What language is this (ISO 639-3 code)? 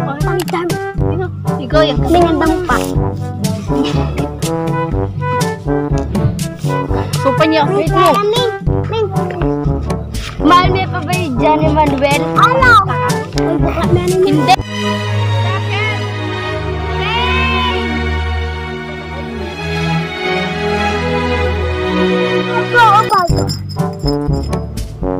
fil